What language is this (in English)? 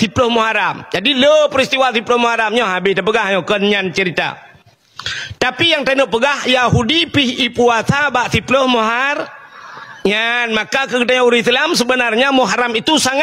Achinese